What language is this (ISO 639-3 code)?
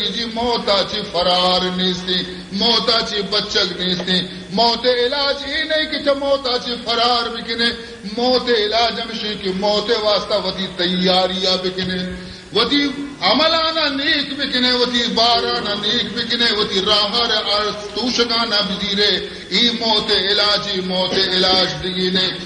bal